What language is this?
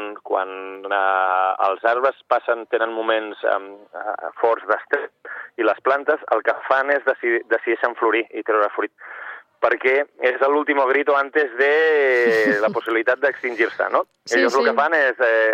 Catalan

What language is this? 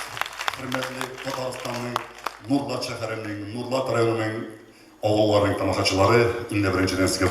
Tatar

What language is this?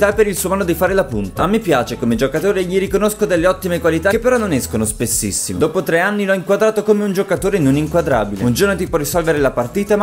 Italian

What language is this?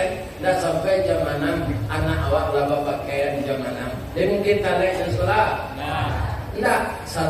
Minangkabau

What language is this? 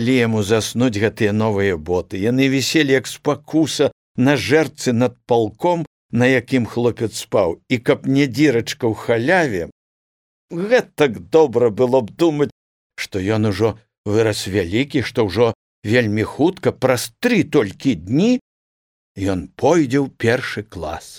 Belarusian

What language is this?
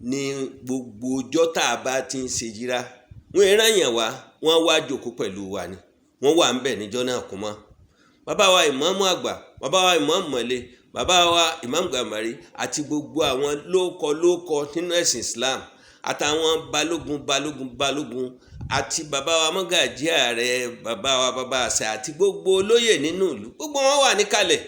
Yoruba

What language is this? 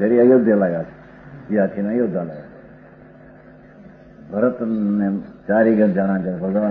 Gujarati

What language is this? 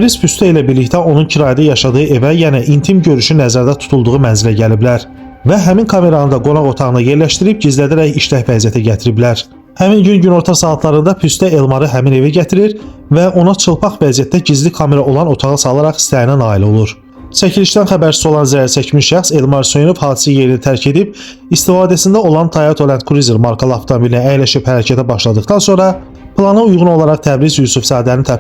Azerbaijani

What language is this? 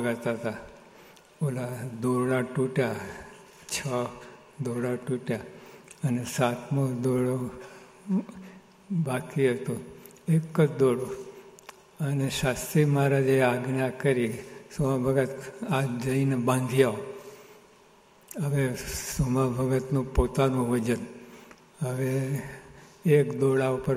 Gujarati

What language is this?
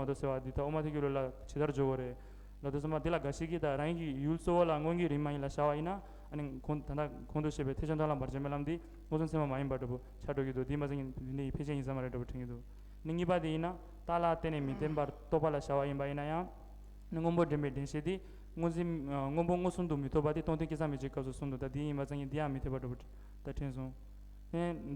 Tibetan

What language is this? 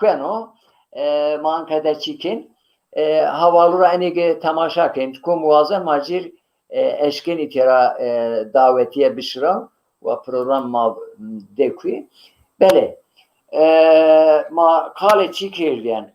Zaza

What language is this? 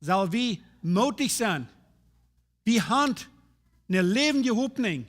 Plautdietsch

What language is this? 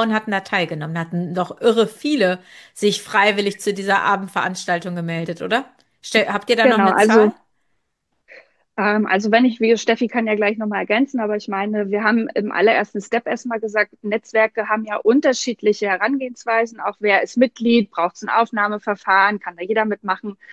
German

